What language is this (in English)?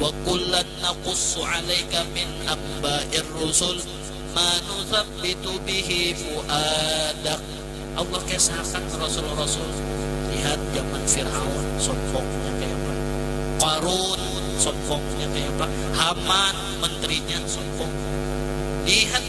Banjar